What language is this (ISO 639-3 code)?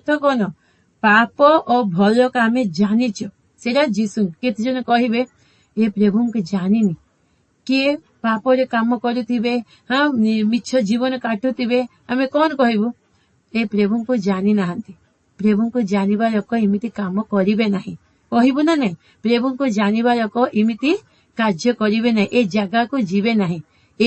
ori